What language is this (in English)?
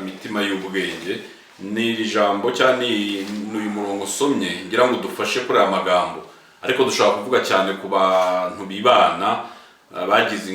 Kinyarwanda